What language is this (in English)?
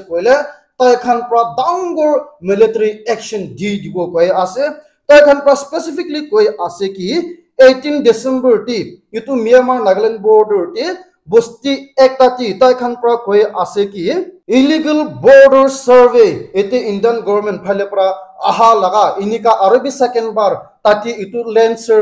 Naga Pidgin